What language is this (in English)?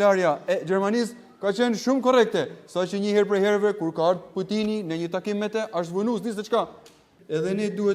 Albanian